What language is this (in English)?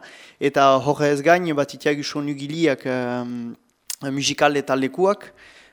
Basque